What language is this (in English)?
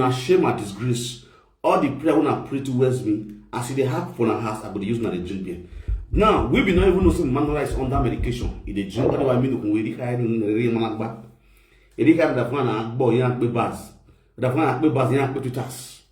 Nigerian Pidgin